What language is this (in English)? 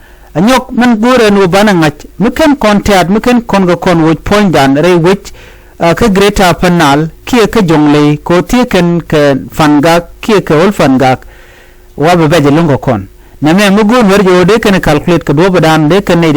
Nuer